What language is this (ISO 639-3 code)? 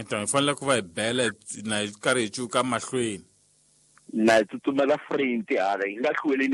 tso